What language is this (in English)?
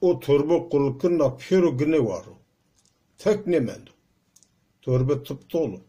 Zaza